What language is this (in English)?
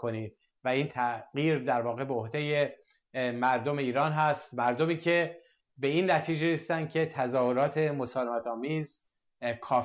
Persian